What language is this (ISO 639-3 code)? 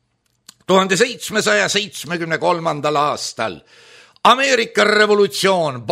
est